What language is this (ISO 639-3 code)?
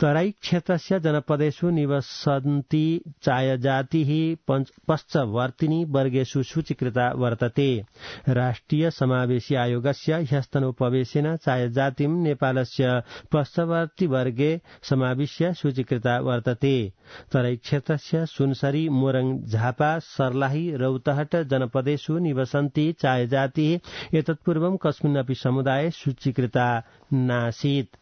san